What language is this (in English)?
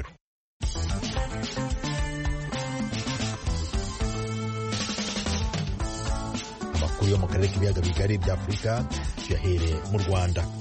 Kinyarwanda